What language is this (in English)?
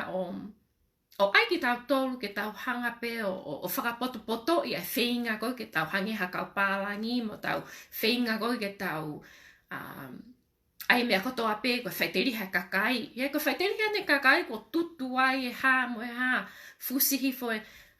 Tongan